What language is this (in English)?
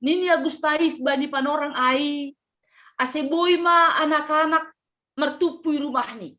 Batak Simalungun